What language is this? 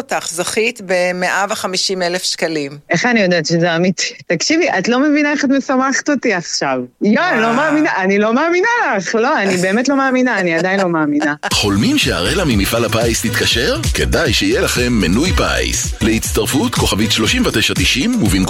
Hebrew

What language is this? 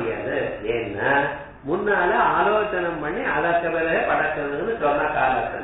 Tamil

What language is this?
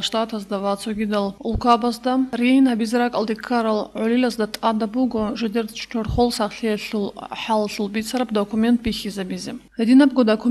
Avaric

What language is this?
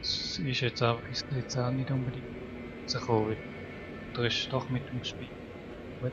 Swiss German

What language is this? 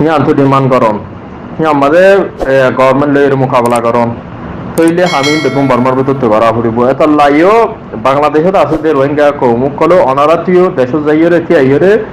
Rohingya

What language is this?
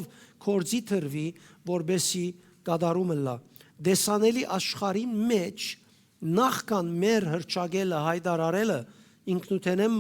Western Armenian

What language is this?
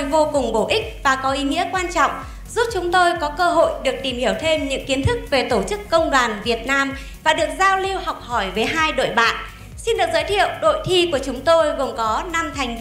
Vietnamese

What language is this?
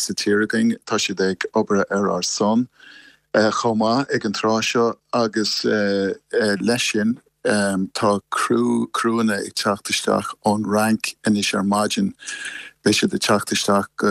Irish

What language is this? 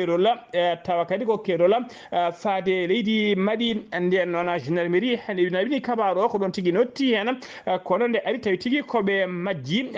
Fula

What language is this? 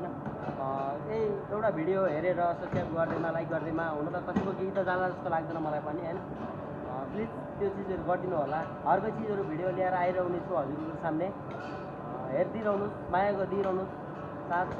Nepali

